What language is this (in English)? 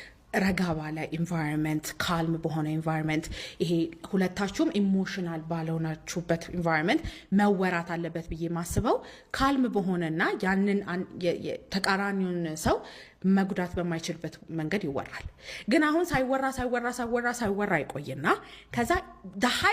Amharic